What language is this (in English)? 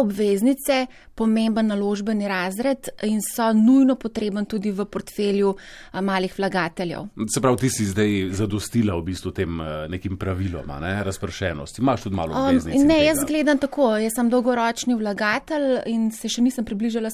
Slovenian